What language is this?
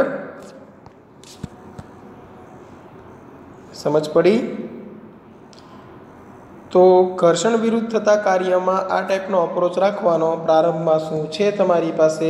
Gujarati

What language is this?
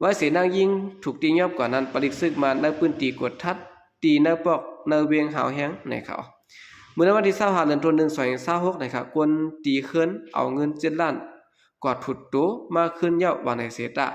Shan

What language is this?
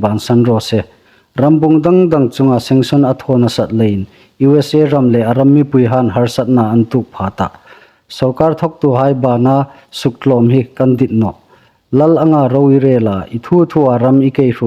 Hmar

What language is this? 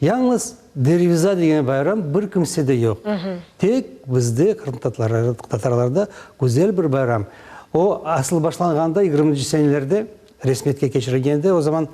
Crimean Tatar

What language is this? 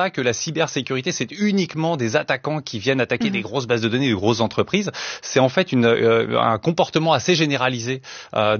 French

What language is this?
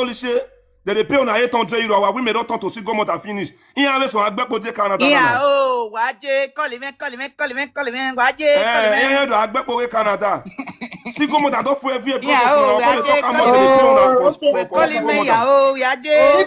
Nigerian Pidgin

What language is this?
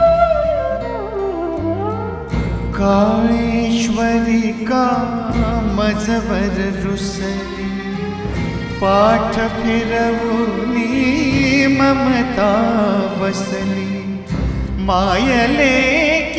Marathi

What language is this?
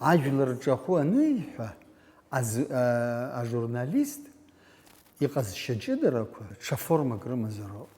Abkhazian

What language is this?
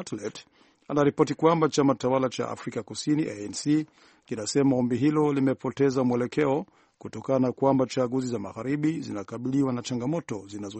Swahili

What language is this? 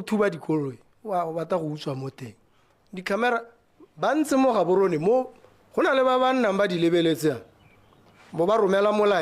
Tswana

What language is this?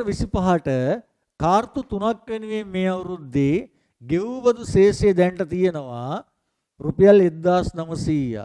Sinhala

